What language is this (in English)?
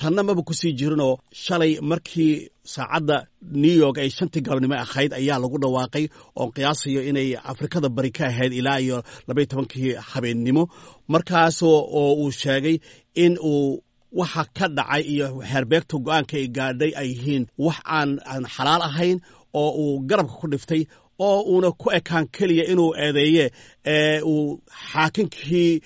Somali